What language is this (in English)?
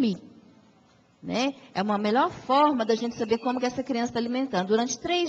Portuguese